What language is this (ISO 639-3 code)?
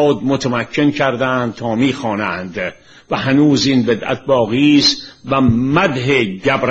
fas